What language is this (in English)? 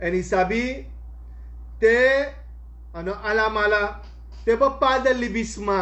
Sranan Tongo